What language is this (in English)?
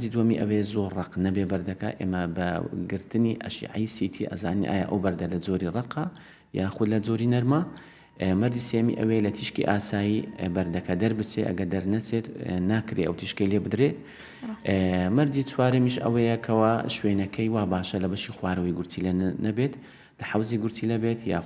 Central Kurdish